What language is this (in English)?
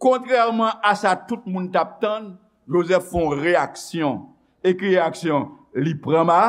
Haitian Creole